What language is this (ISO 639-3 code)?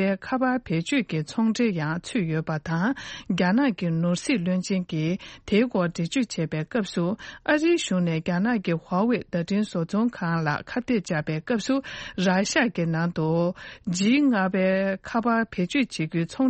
bod